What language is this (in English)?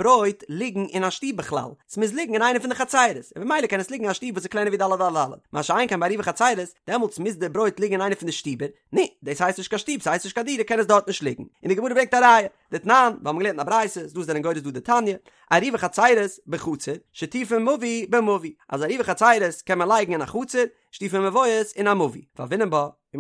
Yiddish